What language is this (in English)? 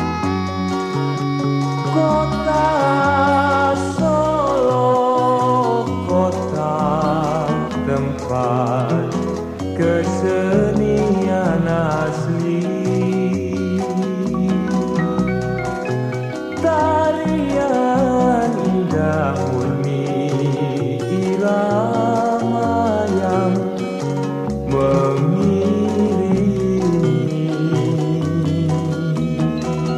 Indonesian